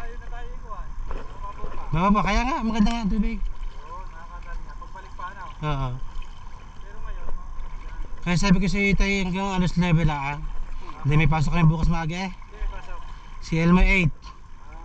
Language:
Filipino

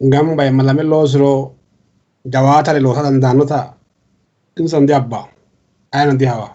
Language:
Sidamo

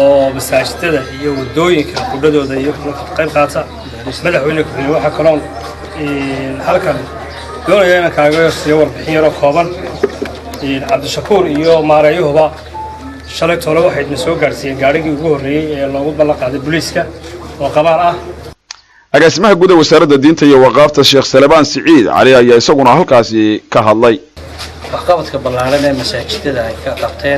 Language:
Somali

